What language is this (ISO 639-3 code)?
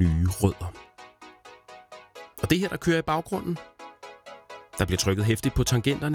dan